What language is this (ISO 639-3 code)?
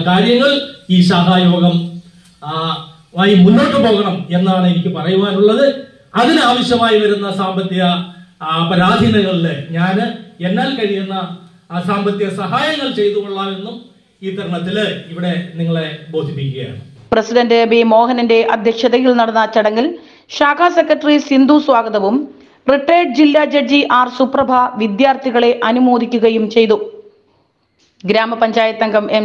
mal